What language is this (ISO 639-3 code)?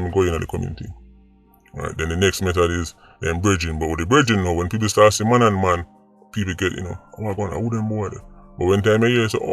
jam